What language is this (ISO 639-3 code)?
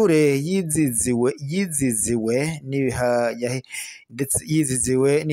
run